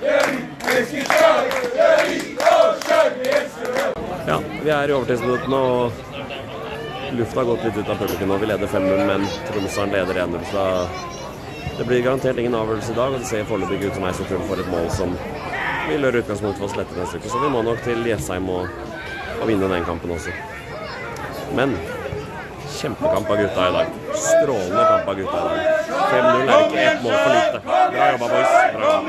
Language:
Norwegian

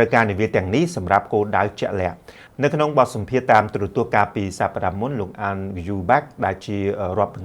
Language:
Khmer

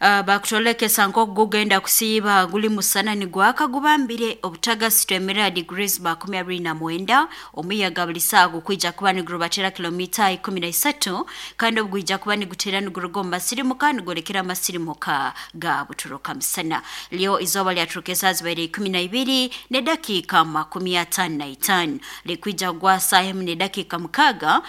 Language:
Nyoro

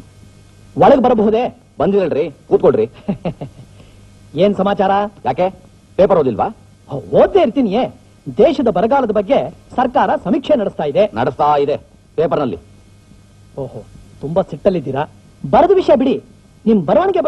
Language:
Kannada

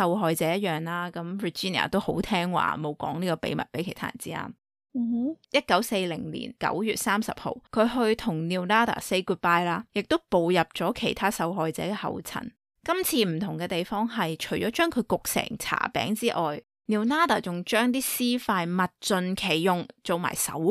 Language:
Cantonese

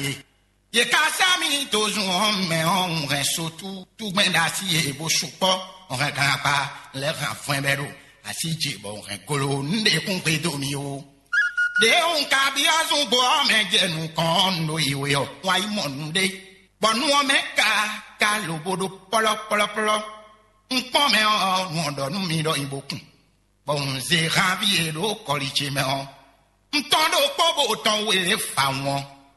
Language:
Fon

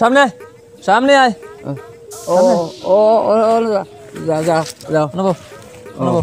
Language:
Sylheti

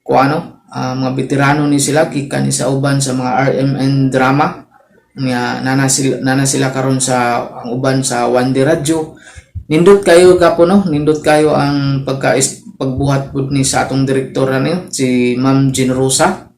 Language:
Cebuano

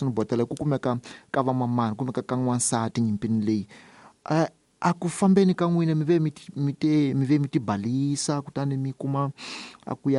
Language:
Tsonga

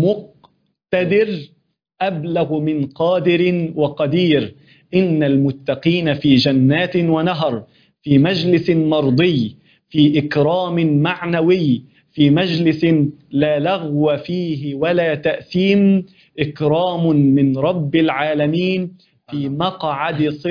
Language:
Arabic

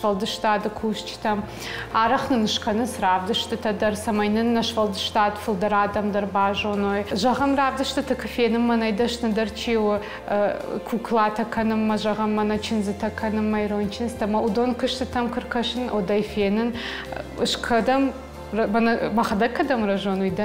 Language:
Ossetic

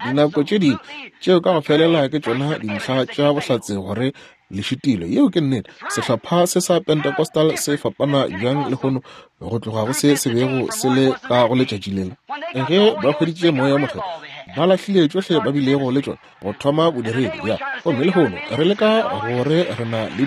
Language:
Northern Sotho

